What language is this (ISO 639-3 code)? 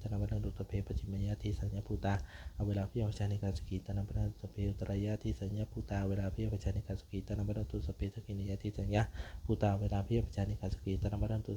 pli